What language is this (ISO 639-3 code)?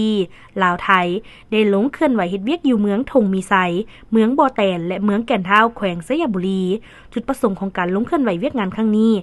lao